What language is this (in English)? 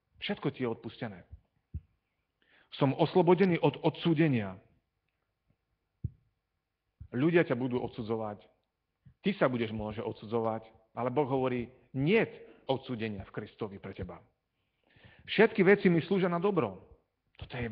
Slovak